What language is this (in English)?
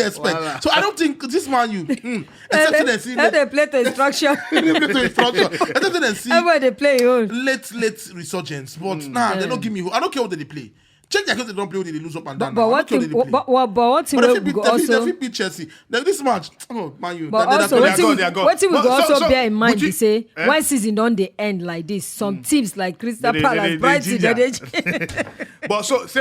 Nigerian Pidgin